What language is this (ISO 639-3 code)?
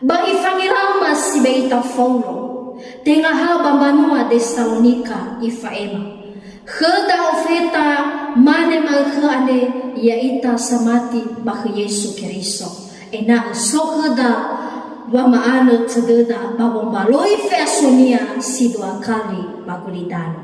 nia